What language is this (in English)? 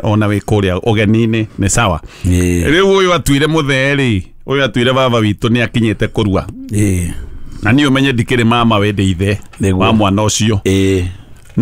Kikuyu